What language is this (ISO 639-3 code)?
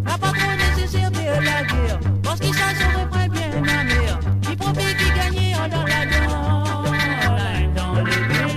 mfe